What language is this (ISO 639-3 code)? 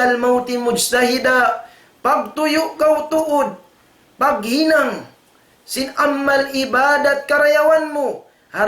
tsg